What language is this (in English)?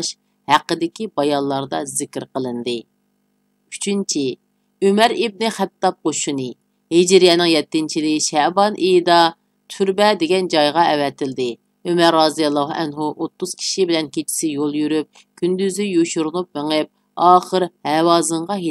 Uyghur